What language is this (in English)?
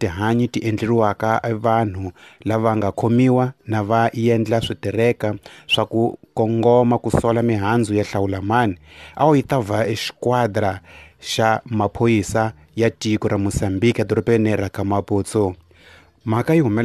Tsonga